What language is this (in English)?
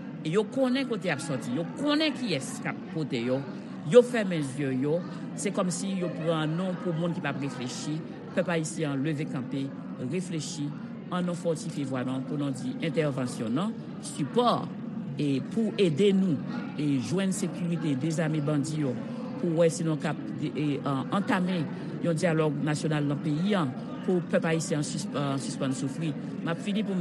Haitian Creole